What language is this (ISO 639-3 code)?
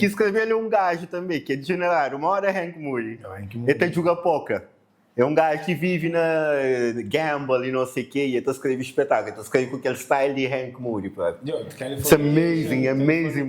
kea